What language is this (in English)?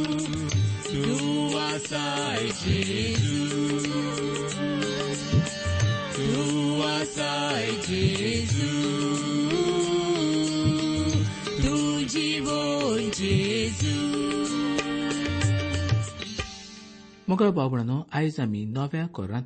Konkani